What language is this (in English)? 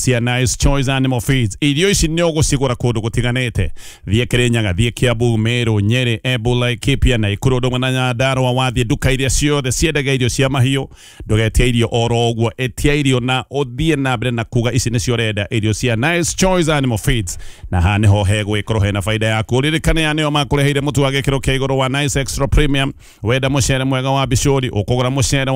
Kikuyu